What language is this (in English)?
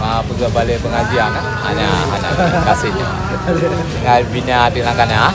Achinese